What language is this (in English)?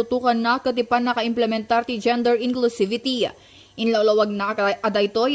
Iloko